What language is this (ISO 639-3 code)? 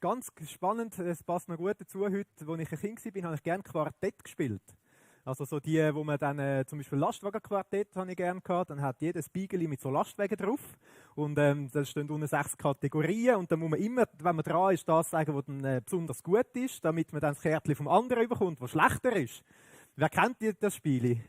gsw